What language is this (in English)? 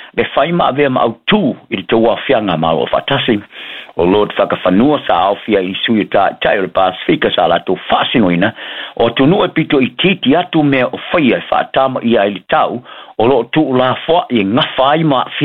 Samoan